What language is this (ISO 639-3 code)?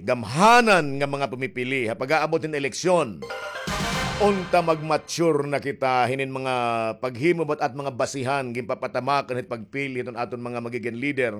war